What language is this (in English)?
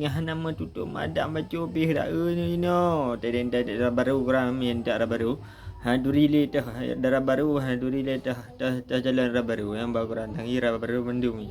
Achinese